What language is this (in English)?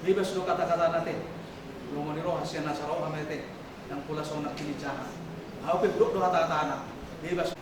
Batak Toba